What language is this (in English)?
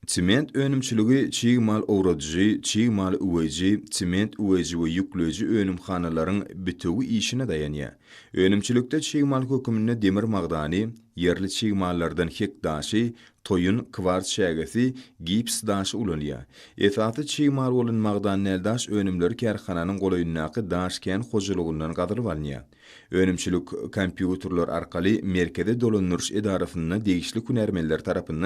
Turkmen